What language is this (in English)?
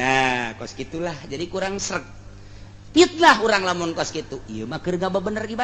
Sundanese